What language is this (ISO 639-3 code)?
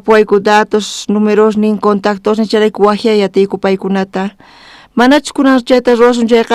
quh